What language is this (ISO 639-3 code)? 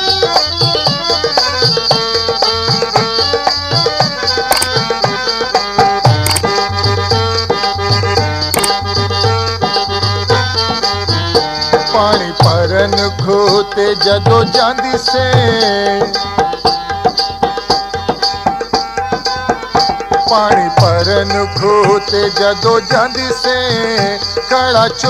pan